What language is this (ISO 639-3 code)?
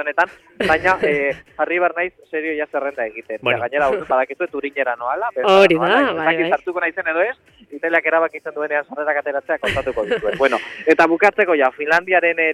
eus